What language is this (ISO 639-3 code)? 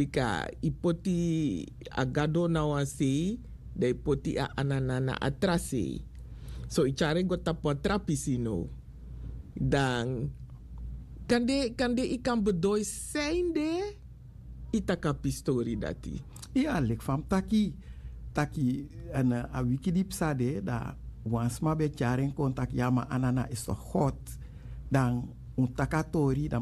srn